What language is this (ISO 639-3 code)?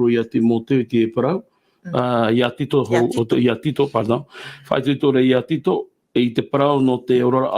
tah